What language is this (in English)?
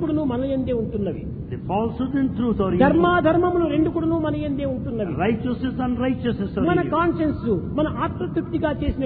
Telugu